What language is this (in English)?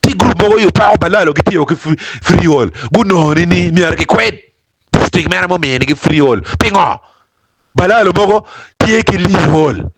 Acoli